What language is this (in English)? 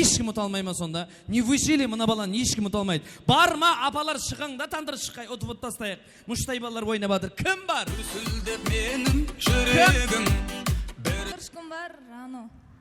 Kara-Kalpak